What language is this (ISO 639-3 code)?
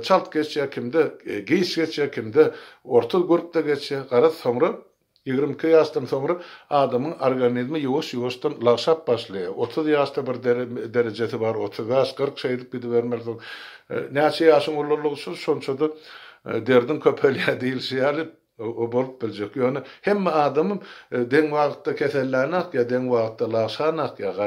tuk